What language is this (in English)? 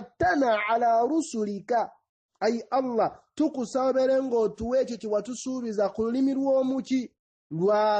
Ganda